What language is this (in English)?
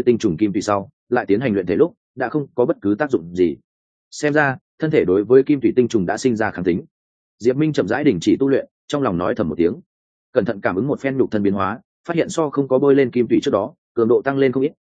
Vietnamese